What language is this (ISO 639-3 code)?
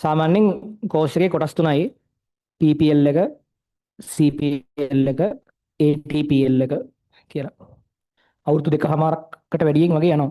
sin